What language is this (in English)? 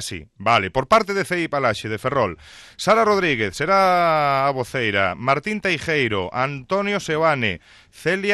Galician